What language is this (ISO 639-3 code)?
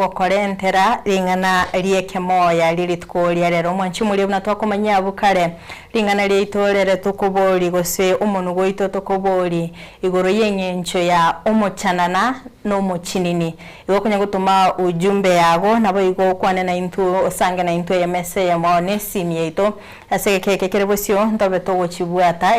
guz